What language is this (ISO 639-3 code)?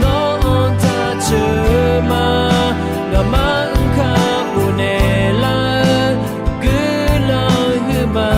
ahk